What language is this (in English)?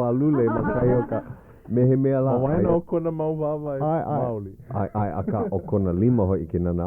Hawaiian